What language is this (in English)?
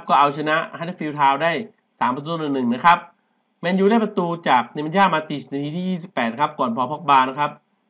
Thai